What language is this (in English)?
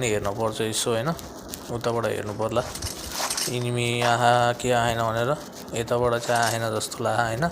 Nepali